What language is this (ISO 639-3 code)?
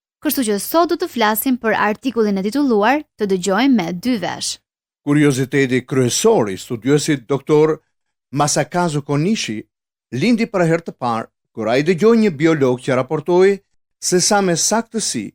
sqi